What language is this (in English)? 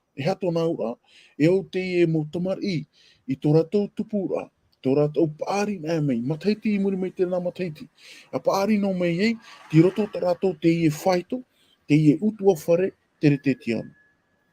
Tahitian